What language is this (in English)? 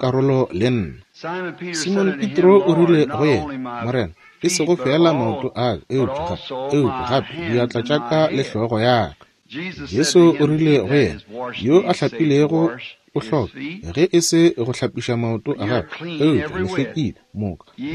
Northern Sotho